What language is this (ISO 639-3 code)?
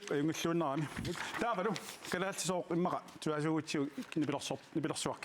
kal